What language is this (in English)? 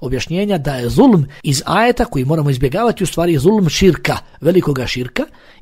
Bosnian